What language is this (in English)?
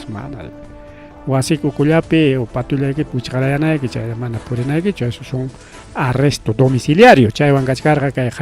Ayacucho Quechua